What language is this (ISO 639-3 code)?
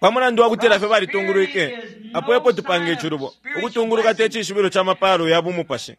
bem